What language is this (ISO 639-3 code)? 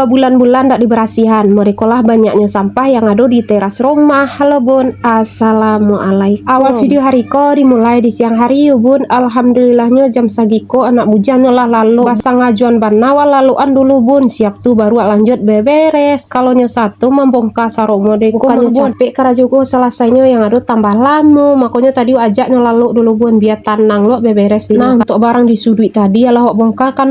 min